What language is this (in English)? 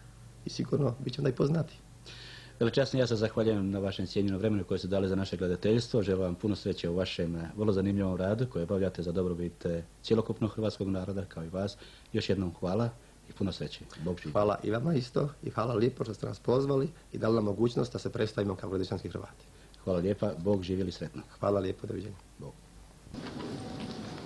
Croatian